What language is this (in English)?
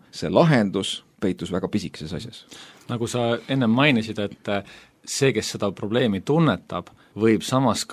Estonian